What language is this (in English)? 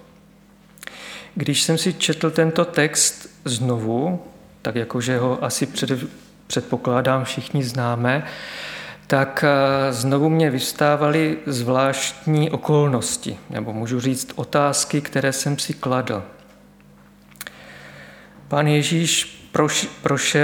Czech